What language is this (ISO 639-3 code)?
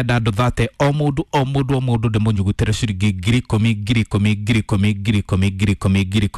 kik